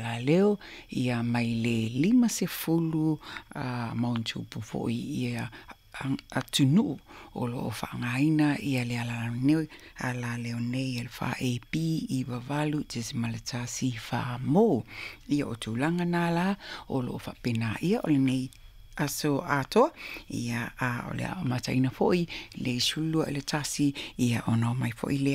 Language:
Samoan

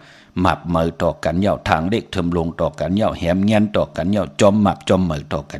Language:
Shan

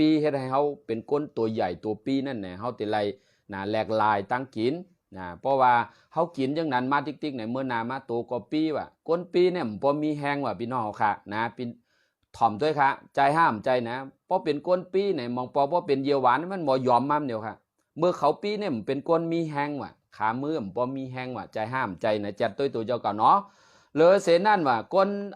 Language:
Shan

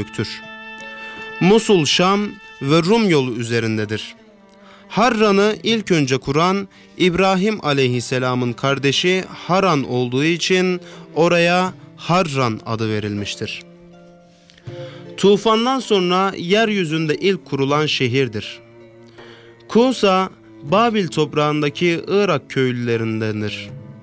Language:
Turkish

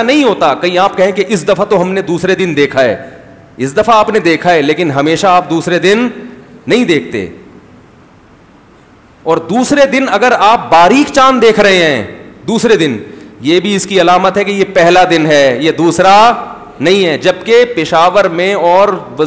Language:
Urdu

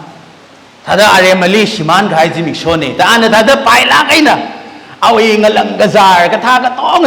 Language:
Tangkhul Naga (India)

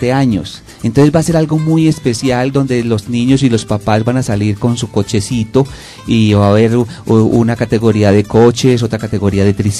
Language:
Spanish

